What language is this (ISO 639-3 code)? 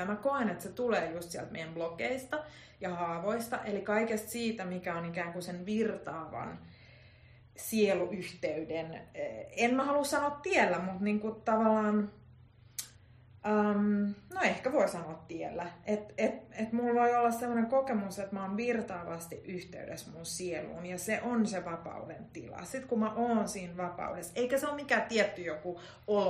fin